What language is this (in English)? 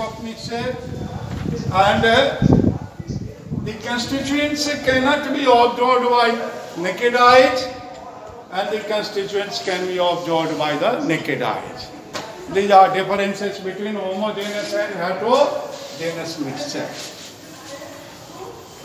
Hindi